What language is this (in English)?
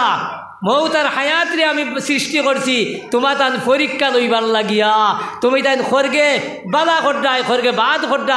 Sylheti